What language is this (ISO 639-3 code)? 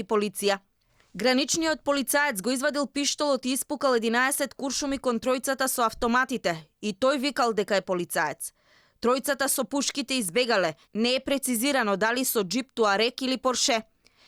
mkd